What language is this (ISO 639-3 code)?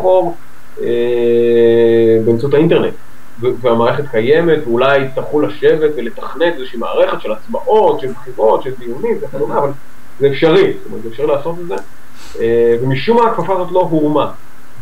heb